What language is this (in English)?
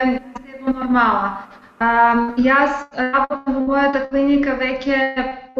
Macedonian